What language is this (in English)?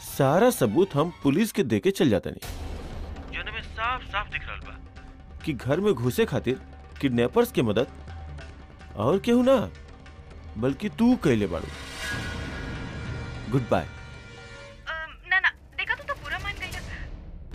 Bhojpuri